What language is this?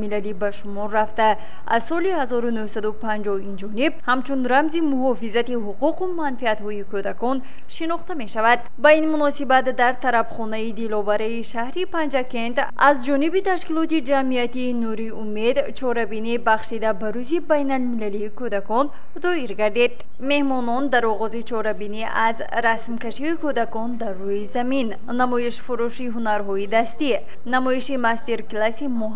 Tajik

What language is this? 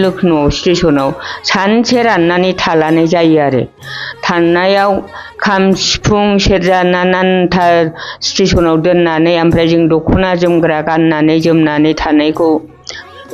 Bodo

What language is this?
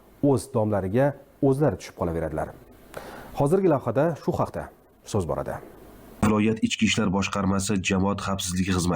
Uzbek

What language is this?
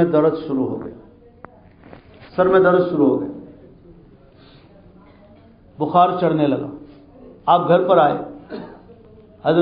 Urdu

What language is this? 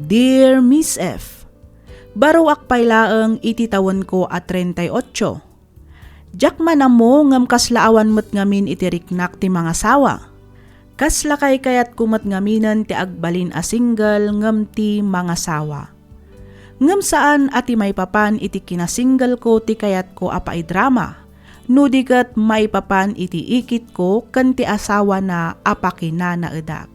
Iloko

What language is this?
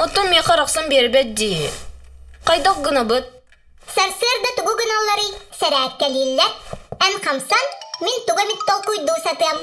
Yakut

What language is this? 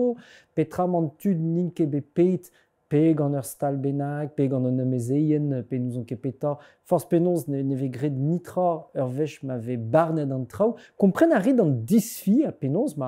Breton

